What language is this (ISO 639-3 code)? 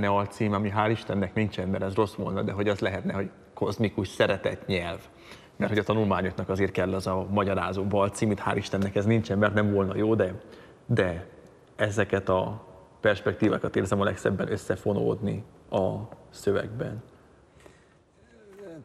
hun